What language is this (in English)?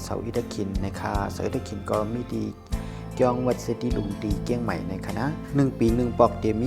Shan